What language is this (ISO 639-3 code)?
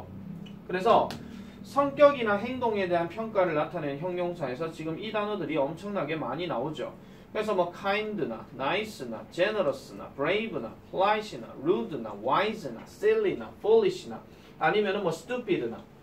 kor